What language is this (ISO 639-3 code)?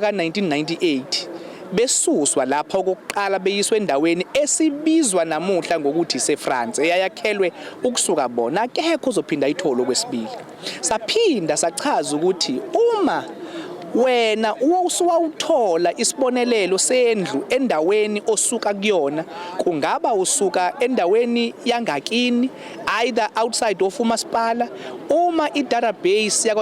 zul